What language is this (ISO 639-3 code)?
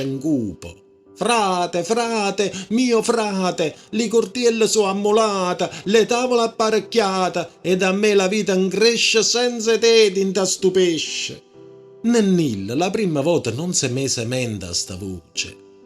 nap